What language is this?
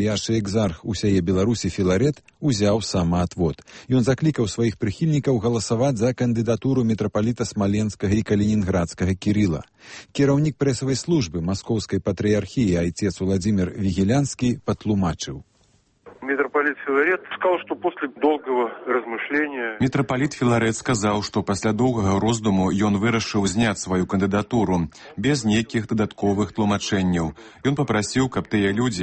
Belarusian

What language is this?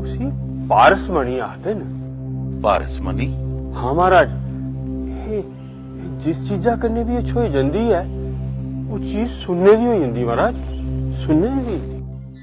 Dogri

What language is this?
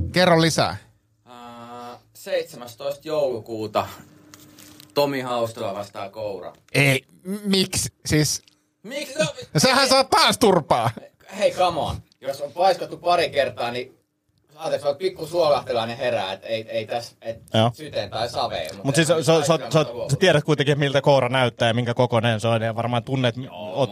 Finnish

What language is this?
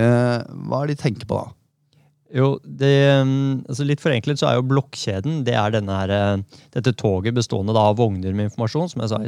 Norwegian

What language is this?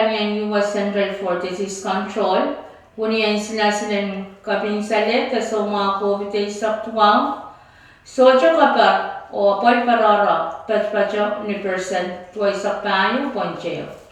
Pohnpeian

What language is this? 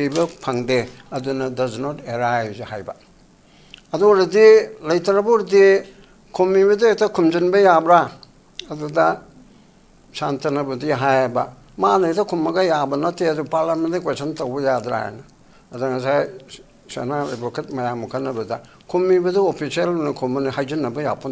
Manipuri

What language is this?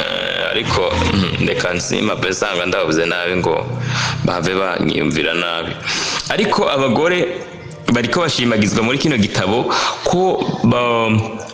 Rundi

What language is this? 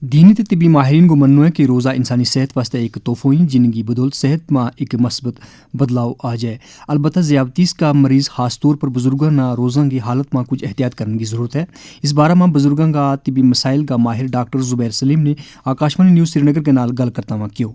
Gujari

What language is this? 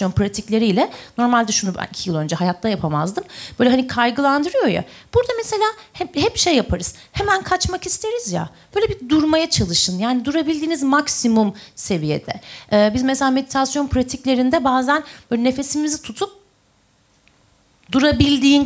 Turkish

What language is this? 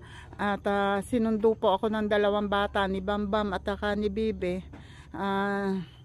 Filipino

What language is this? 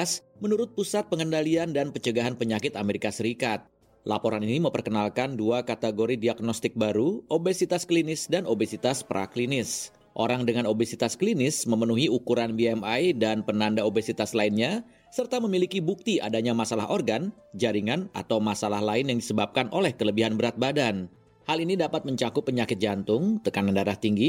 Indonesian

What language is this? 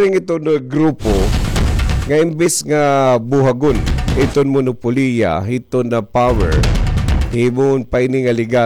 Waray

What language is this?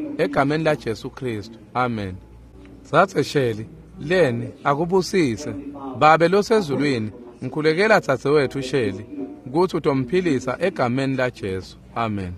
Swati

